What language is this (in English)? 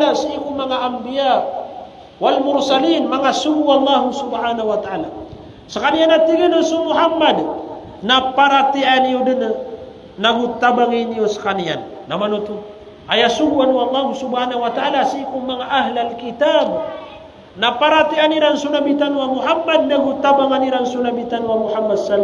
Maranao